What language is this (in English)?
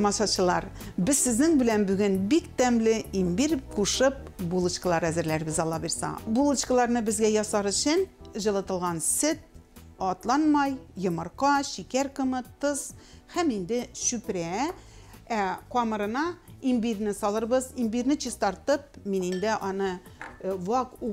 Tatar